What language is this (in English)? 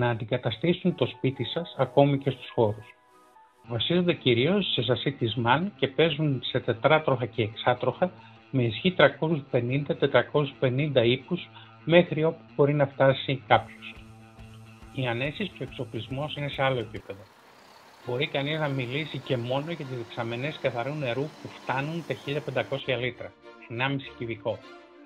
Greek